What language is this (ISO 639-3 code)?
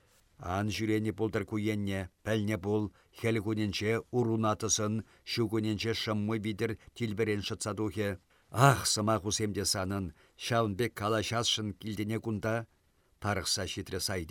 chv